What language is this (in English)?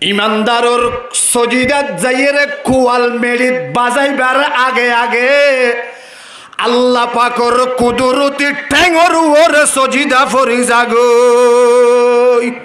Rohingya